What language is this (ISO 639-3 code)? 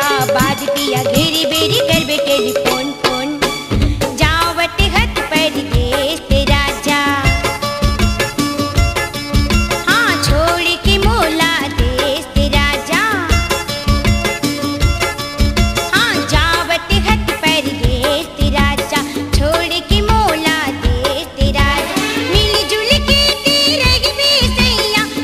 hne